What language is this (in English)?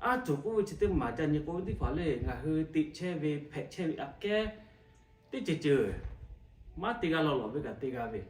Lahu